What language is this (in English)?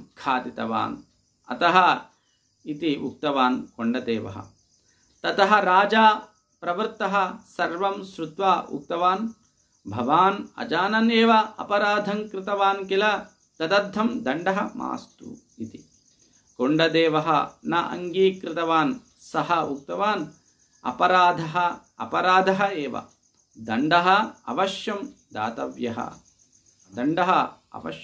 Sanskrit